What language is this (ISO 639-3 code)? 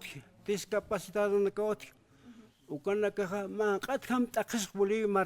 aym